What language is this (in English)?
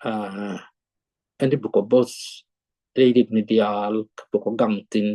Nuer